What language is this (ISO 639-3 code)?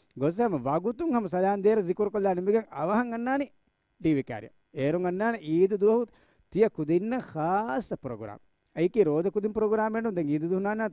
div